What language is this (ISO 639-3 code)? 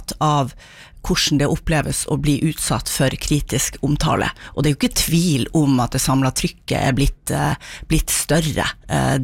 nor